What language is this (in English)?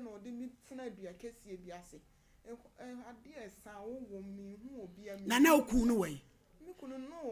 Akan